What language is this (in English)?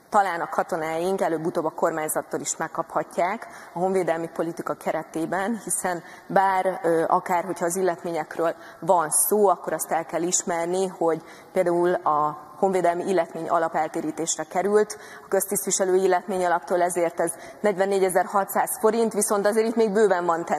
Hungarian